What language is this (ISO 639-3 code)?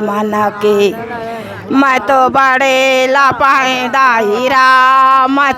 hne